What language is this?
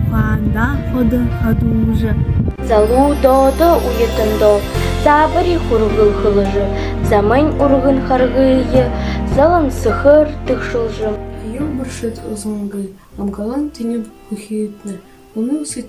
Buriat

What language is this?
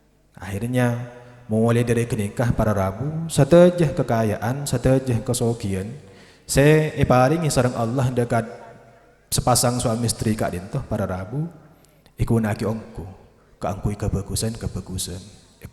Madurese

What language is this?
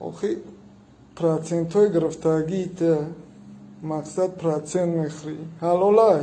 Tajik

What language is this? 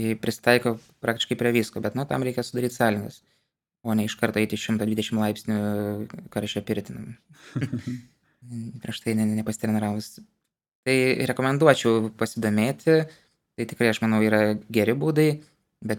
Lithuanian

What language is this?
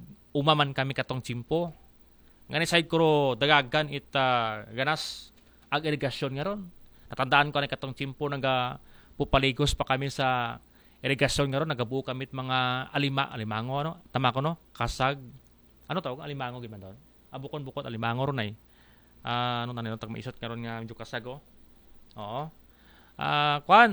Aklanon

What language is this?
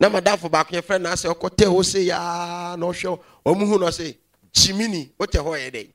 Akan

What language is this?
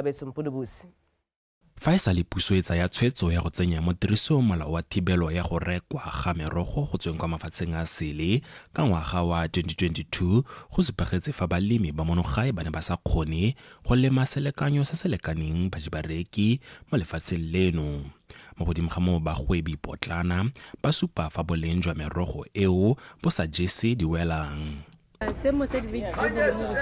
Tswana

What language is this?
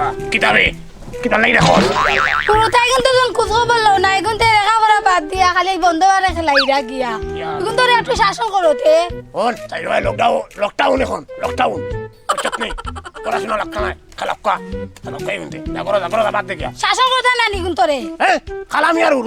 Sylheti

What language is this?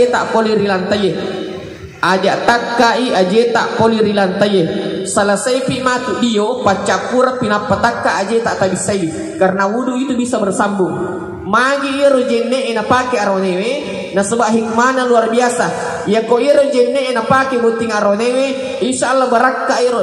Buginese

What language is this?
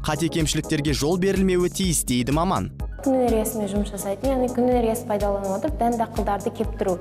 Kazakh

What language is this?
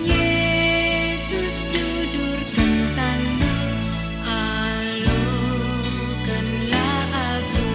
Batak Karo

